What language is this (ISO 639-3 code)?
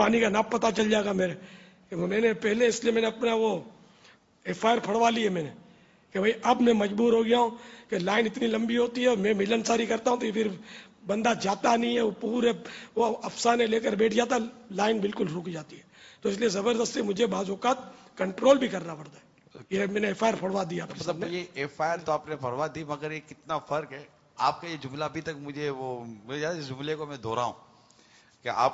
urd